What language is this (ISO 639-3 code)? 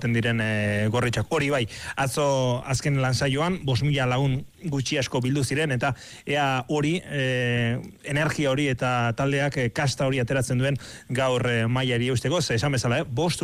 eus